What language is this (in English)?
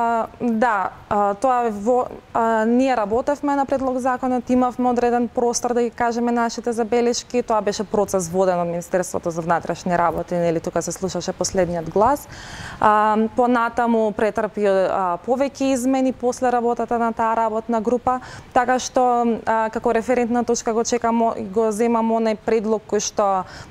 Macedonian